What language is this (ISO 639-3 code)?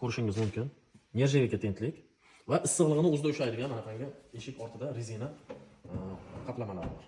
uzb